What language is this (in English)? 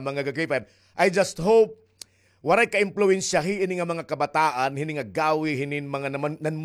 Waray